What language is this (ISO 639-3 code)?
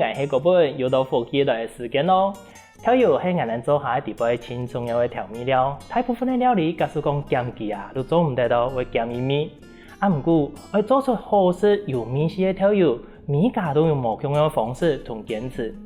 hak